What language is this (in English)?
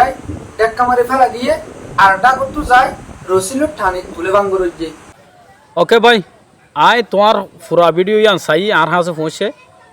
Rohingya